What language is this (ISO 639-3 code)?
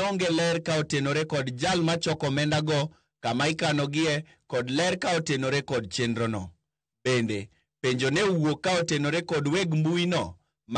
luo